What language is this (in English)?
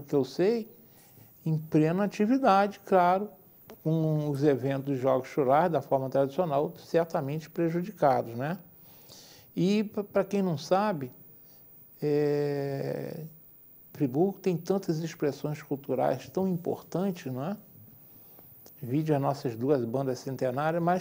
Portuguese